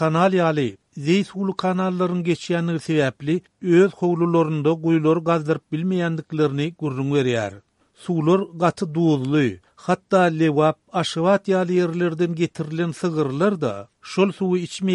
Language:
Turkmen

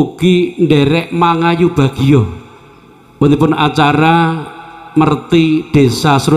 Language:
Javanese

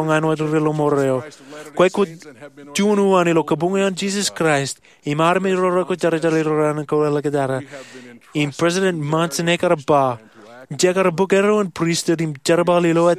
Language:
Marshallese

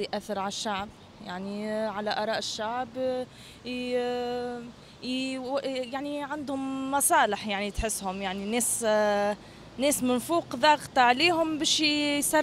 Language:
Tunisian Arabic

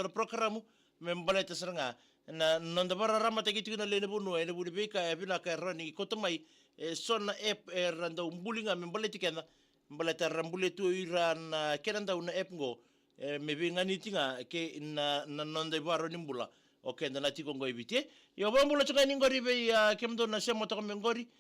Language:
Fijian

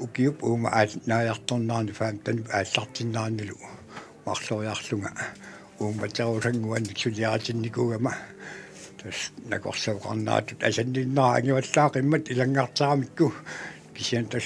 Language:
Kalaallisut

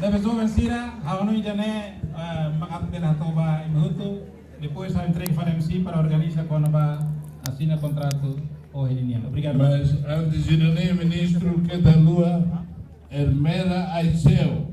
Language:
Tetum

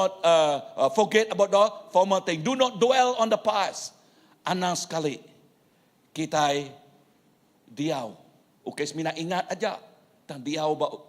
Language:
Iban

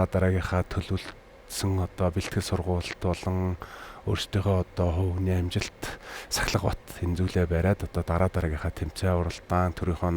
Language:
Mongolian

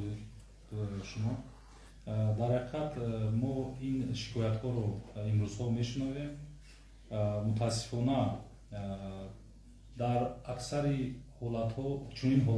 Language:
Tajik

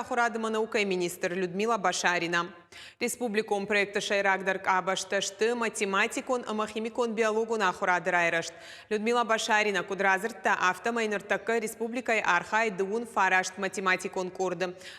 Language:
Ossetic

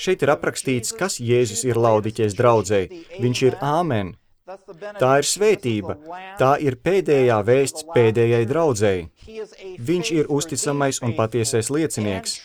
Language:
Latvian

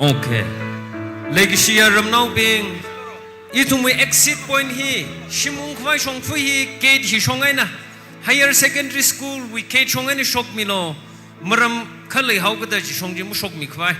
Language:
Tangkhul Naga (India)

